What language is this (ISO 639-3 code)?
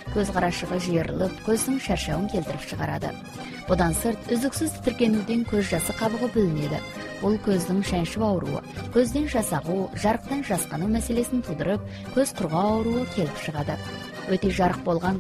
kaz